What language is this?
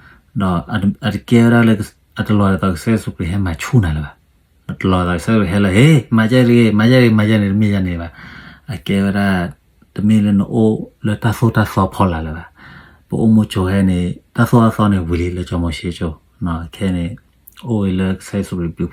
S'gaw Karen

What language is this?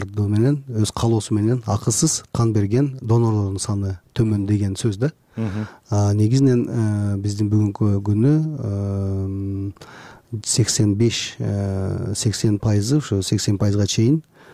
Kyrgyz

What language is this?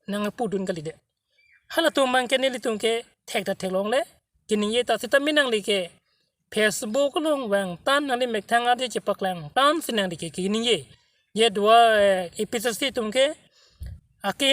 Karbi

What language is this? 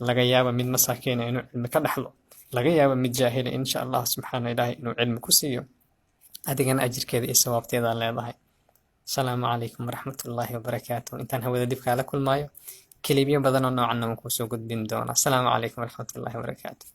Somali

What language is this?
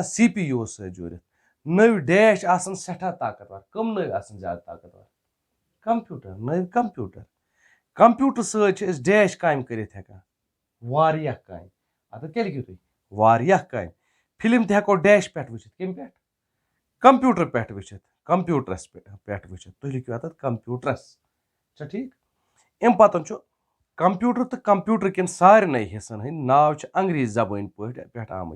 Kashmiri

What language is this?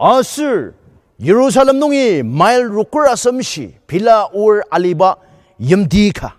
Ao Naga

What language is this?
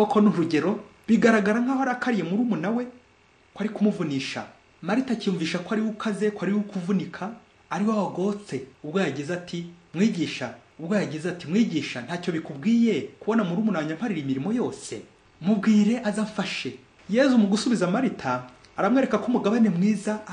Kinyarwanda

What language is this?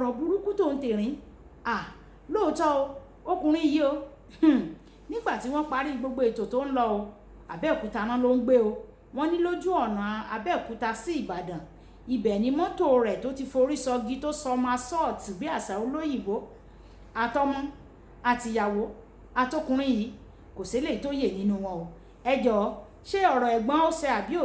Yoruba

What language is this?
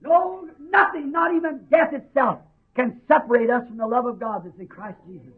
Bemba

